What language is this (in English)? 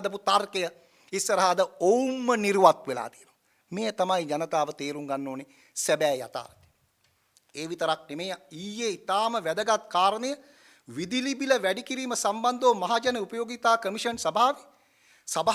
Sinhala